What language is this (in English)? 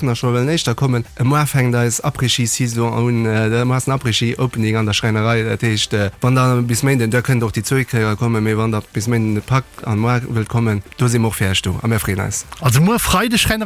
Luxembourgish